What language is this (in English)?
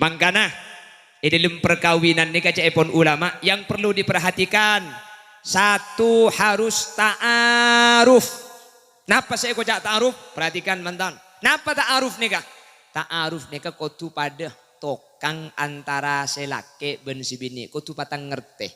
Madurese